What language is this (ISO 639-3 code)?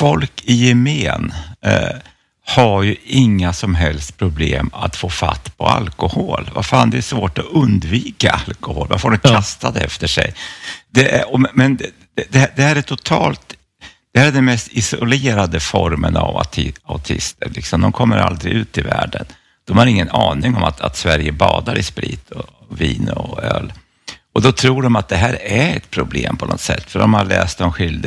swe